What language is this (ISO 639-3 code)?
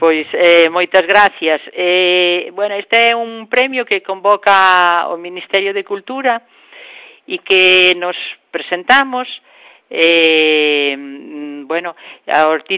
glg